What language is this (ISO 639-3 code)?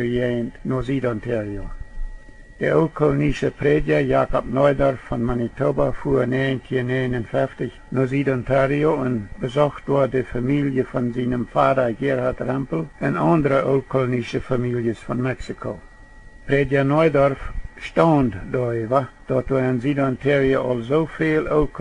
pdt